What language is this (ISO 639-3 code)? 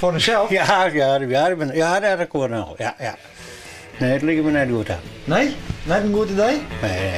fry